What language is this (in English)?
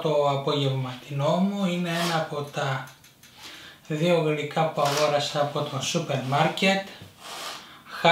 Greek